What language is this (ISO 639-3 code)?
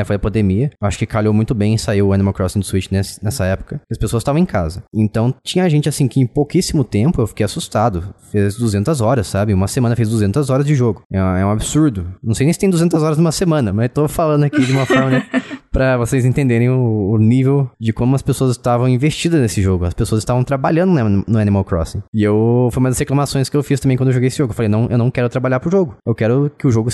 por